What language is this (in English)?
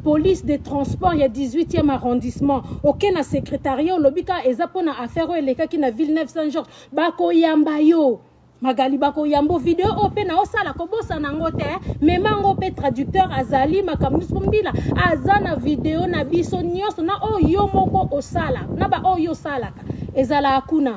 Lingala